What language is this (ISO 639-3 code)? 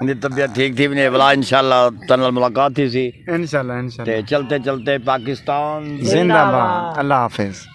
skr